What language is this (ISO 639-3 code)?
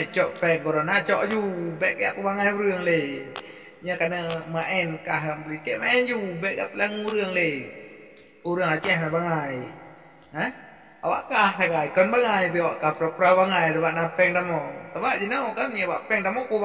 ace